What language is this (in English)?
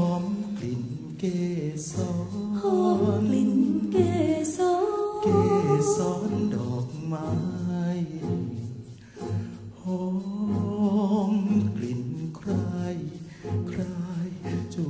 Thai